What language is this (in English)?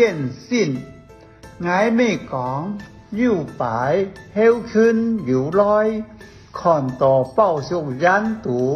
Hakka Chinese